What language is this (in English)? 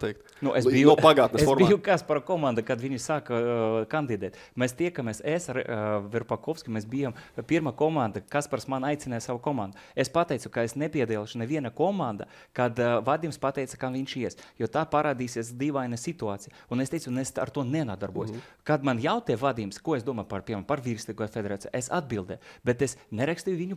Latvian